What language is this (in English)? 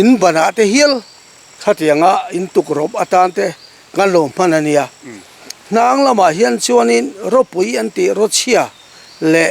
Mizo